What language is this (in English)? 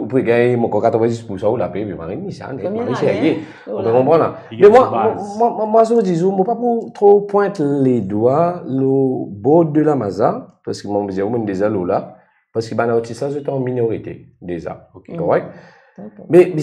Morisyen